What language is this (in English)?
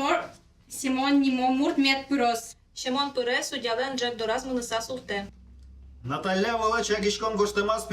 Udmurt